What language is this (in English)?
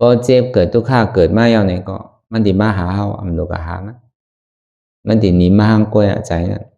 Shan